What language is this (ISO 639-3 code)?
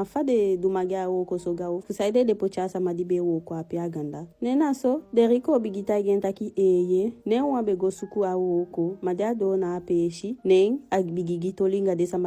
djk